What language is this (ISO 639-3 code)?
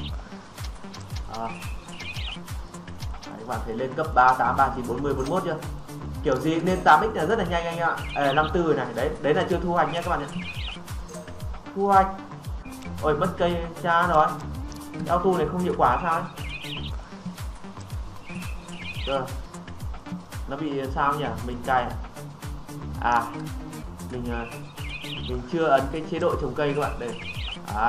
vie